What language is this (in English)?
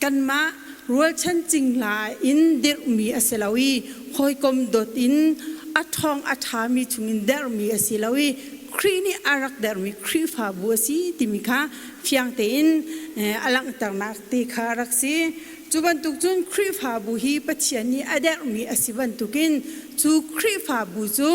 Hakha Chin